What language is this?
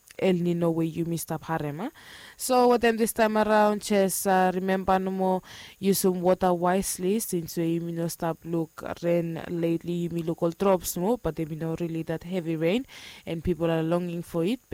Bislama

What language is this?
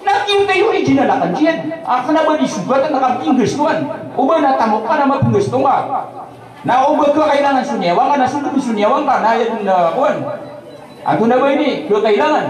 Maranao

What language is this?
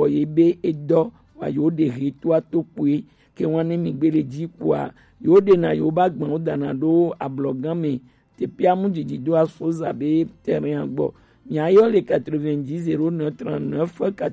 Gen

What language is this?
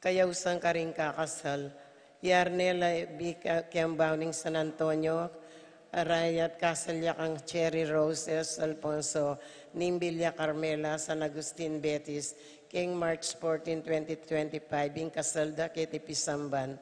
Pampanga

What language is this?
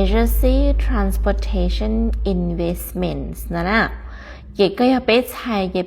Hmong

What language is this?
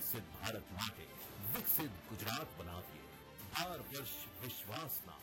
Gujarati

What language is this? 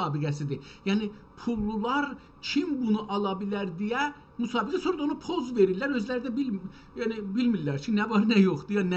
South Azerbaijani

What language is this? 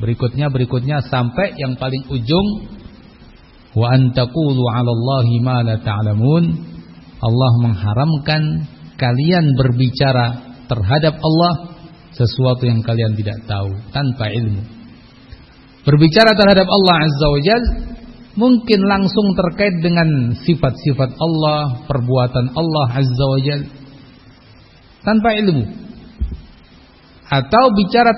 Indonesian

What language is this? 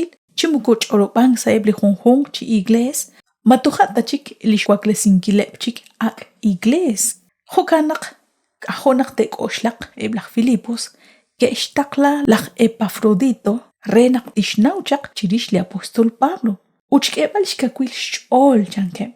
Kekchí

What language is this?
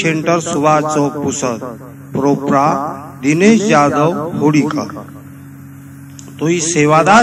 Lambadi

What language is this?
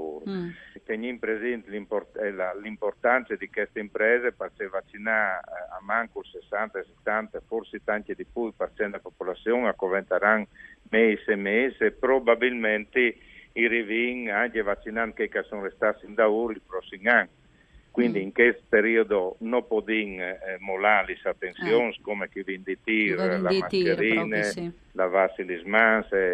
Friulian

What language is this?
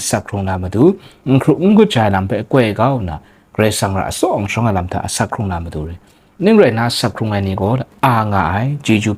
Kachin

